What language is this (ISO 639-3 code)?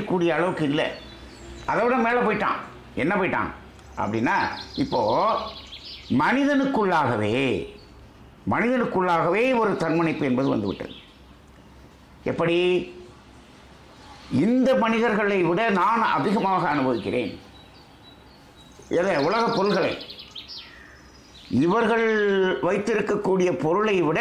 tam